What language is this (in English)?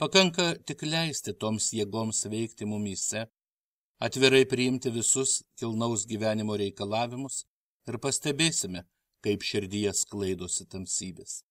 Lithuanian